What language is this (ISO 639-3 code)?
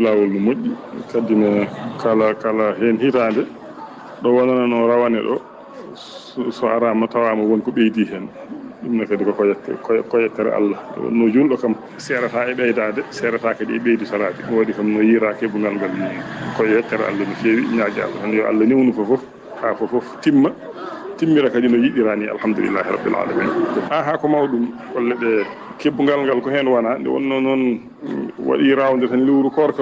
ful